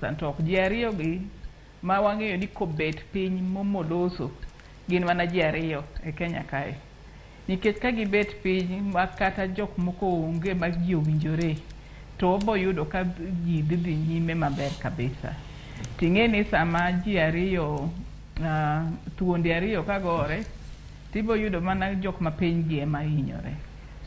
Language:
Luo (Kenya and Tanzania)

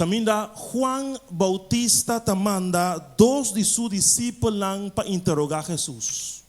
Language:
Papiamento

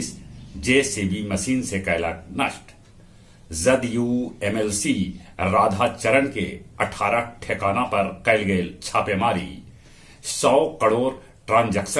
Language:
Magahi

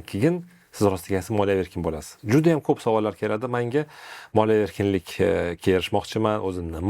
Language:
Uzbek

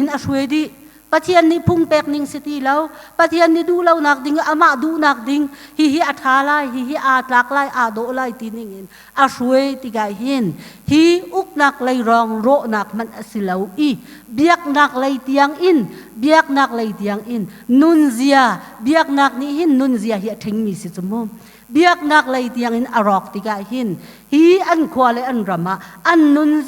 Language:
Hakha Chin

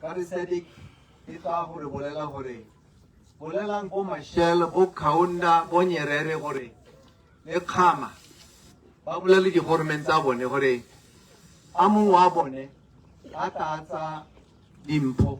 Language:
Tswana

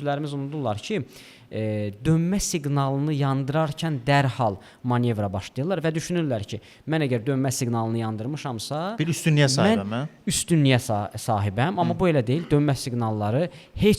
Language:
Azerbaijani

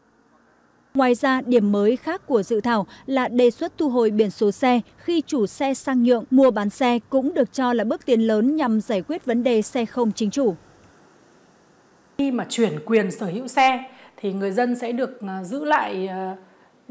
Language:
Vietnamese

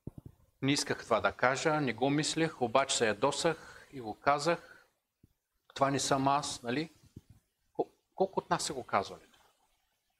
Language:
Bulgarian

